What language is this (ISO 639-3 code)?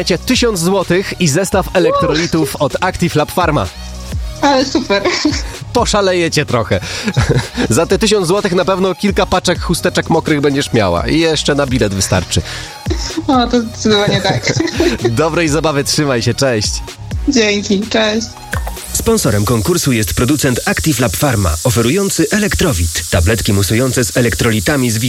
pol